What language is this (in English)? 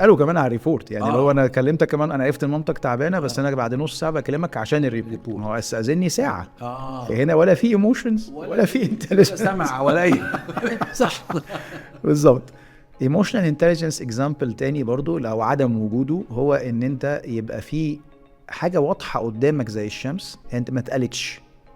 Egyptian Arabic